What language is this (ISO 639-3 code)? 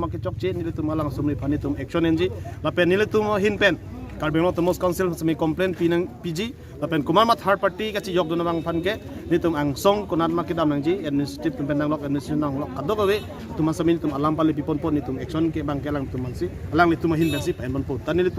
mjw